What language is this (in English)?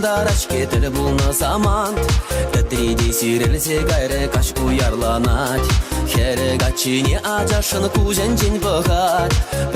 Chuvash